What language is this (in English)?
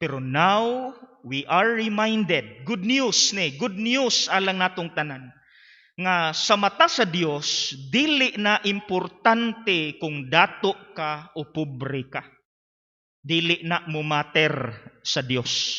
Cebuano